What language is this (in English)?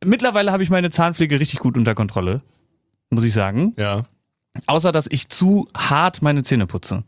German